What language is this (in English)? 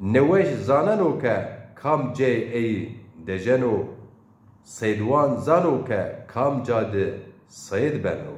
Zaza